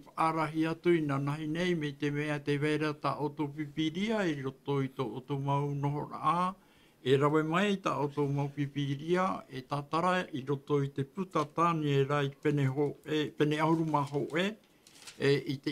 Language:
Tahitian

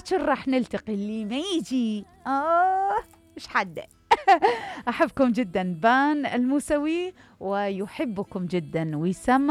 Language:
Mesopotamian Arabic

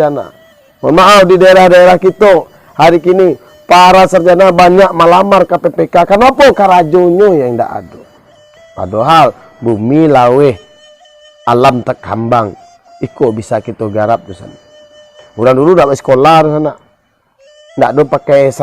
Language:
Minangkabau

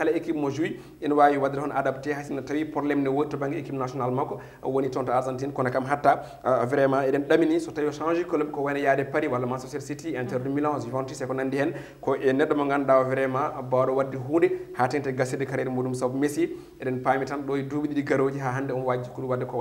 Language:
Swahili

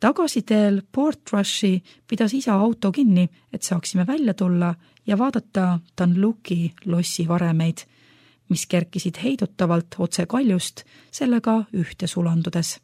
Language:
Estonian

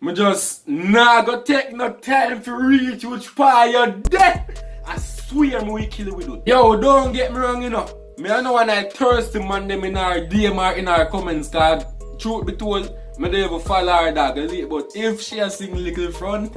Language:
Jamaican Creole English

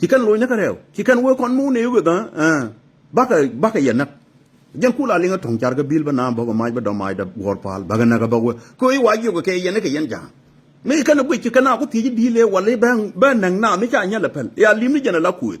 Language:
Nuer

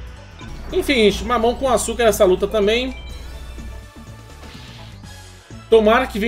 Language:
Portuguese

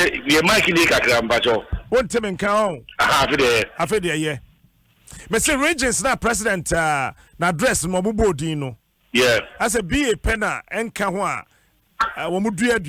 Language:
Akan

